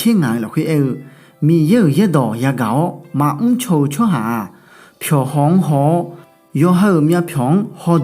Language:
Akha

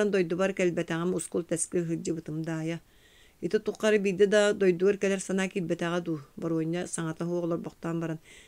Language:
Yakut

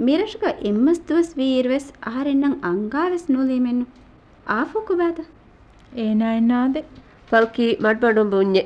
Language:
Divehi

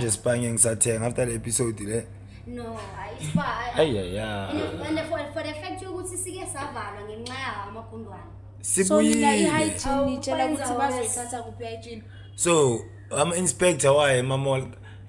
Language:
Zulu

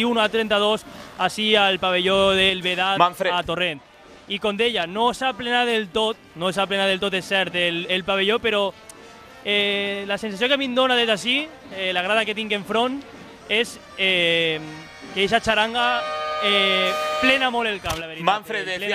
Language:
Catalan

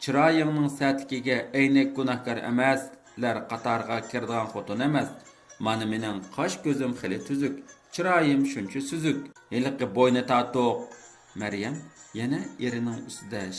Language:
Uyghur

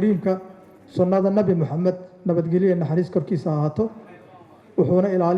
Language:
Somali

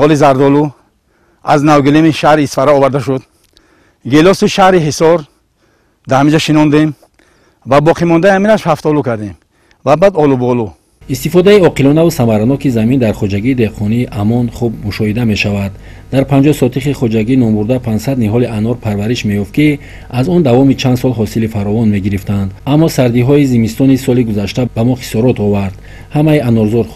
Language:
Tajik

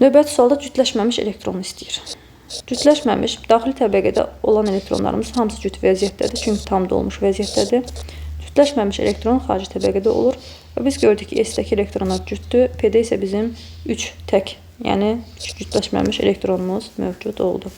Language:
Azerbaijani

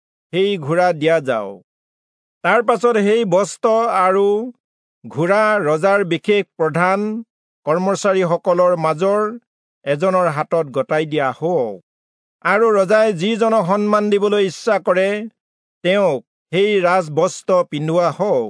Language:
Assamese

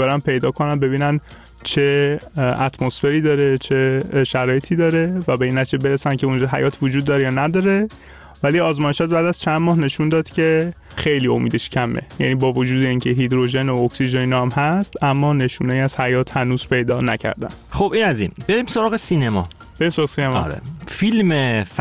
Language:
Persian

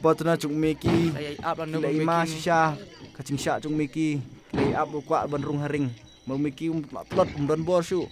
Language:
Khasi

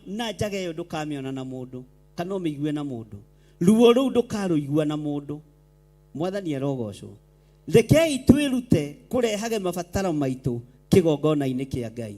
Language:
Kikuyu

